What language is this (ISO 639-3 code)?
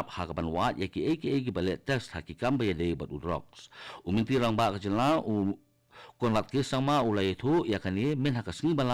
kha